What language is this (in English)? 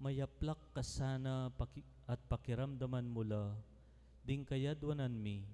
Pampanga